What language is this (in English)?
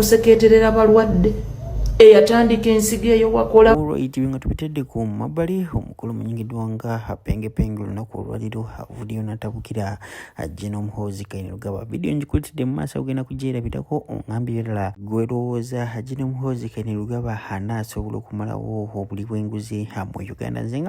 Ganda